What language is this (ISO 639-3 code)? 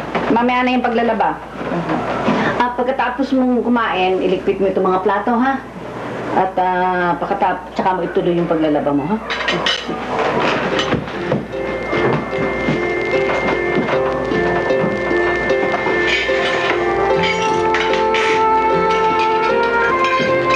fil